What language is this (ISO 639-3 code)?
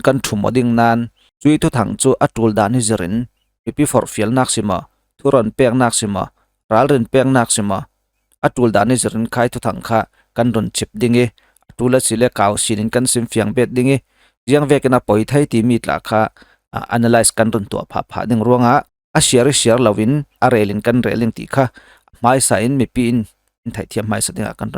cfm